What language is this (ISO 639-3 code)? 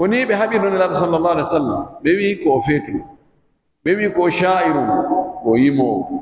fuf